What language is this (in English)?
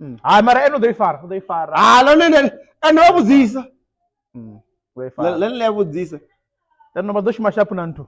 Venda